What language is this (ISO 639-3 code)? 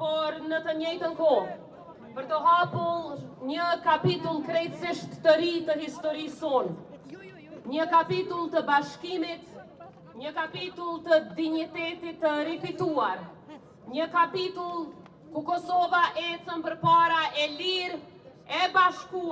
sqi